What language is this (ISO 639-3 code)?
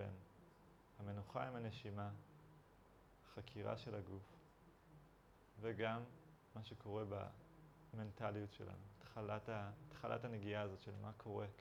heb